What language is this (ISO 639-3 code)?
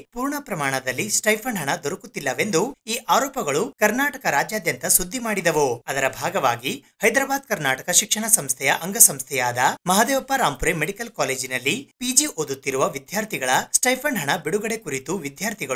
kan